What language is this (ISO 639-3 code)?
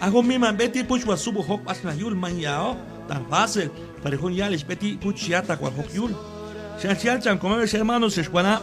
kjb